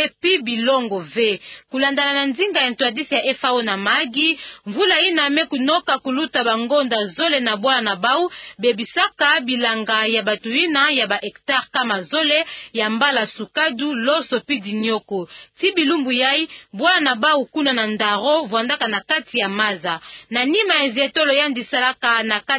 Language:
Kituba (Democratic Republic of Congo)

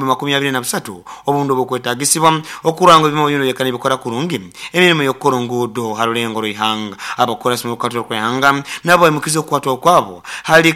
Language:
Nyoro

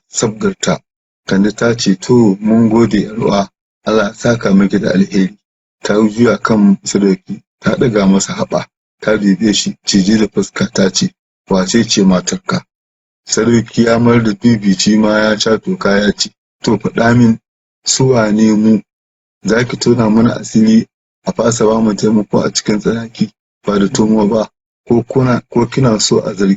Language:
Hausa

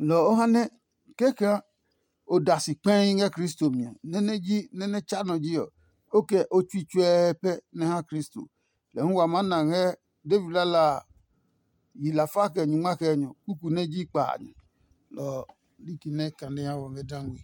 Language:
Adangme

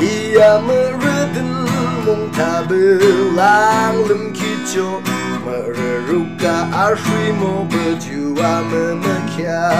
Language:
Yimchungru Naga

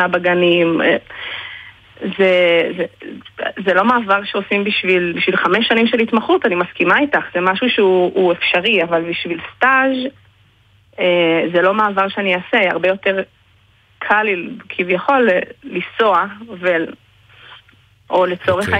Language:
Hebrew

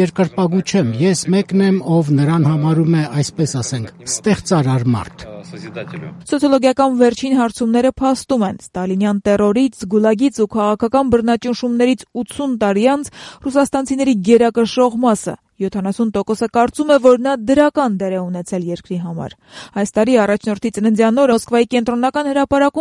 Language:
Armenian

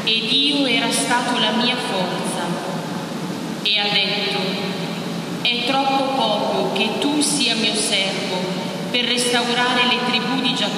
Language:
Italian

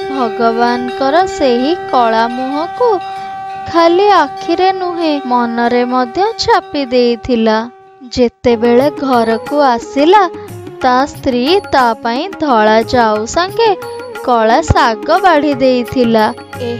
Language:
Odia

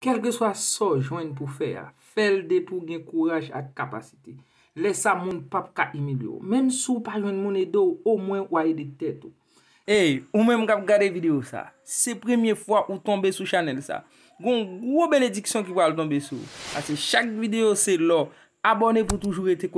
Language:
Haitian Creole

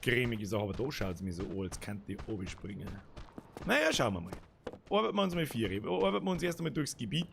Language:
Bavarian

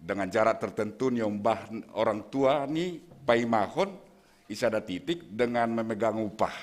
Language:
Batak Simalungun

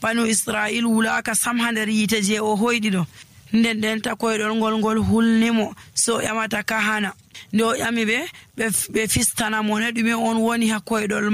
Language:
Nigerian Fulfulde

